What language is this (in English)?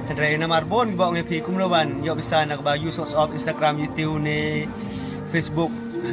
Khasi